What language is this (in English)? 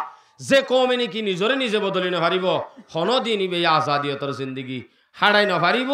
Rohingya